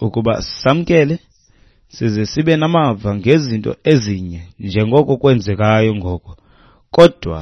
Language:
Xhosa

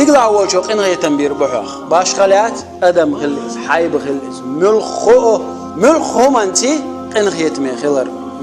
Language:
Chechen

